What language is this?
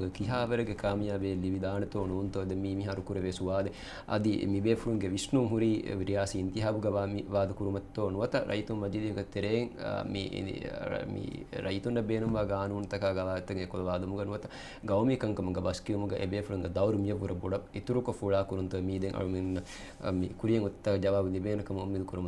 Divehi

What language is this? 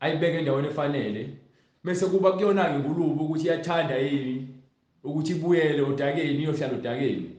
Zulu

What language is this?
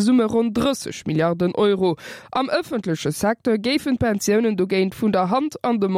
Luxembourgish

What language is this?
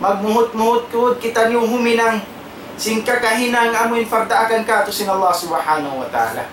Tausug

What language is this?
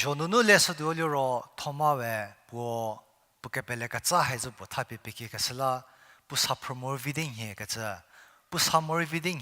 Angami Naga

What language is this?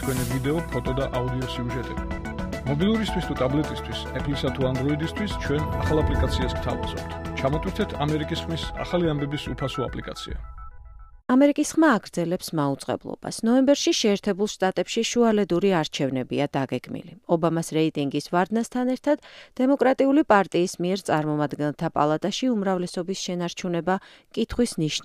Georgian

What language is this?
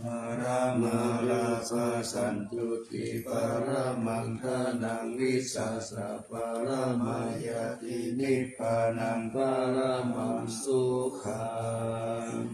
Pali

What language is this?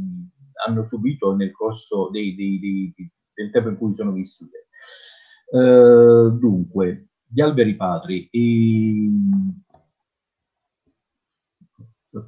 Italian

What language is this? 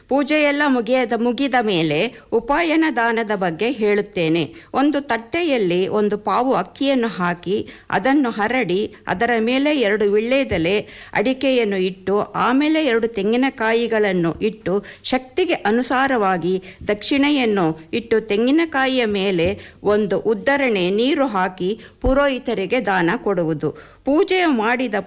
Kannada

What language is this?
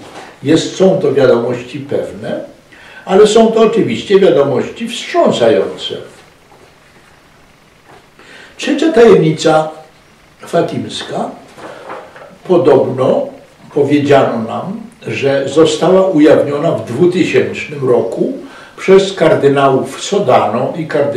Polish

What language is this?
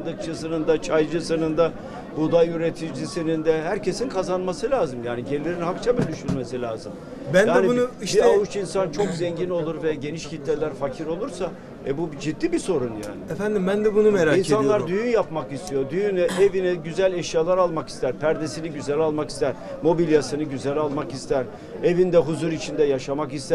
Turkish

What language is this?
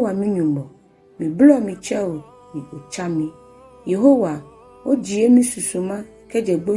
Ga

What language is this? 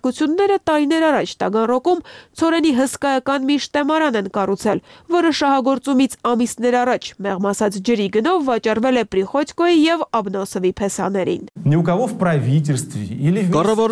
Armenian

